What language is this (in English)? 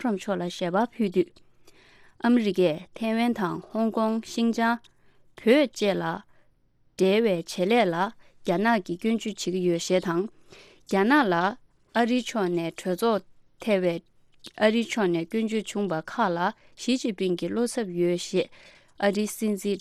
Tibetan